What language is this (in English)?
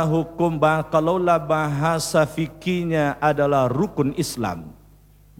Malay